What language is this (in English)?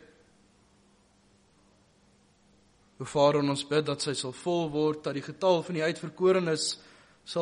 Afrikaans